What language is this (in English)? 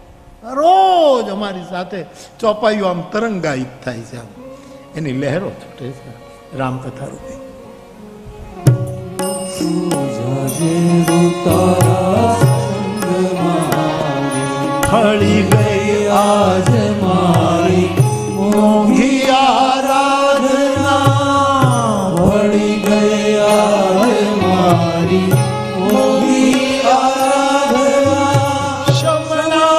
Gujarati